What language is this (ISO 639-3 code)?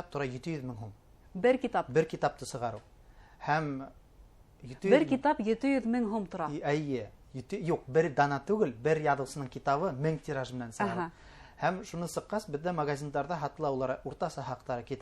bak